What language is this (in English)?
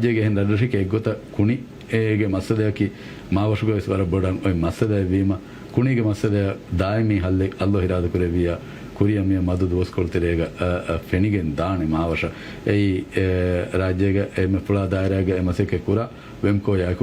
Divehi